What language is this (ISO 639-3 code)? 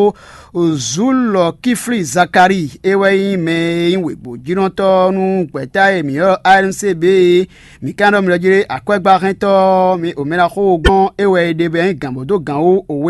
fon